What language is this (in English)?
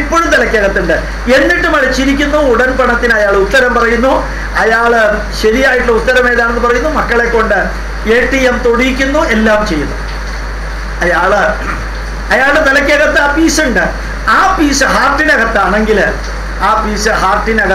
Malayalam